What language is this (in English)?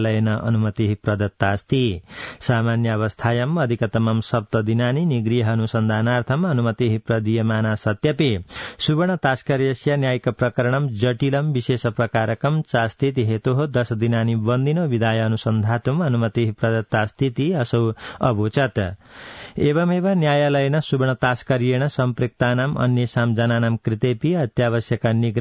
Sanskrit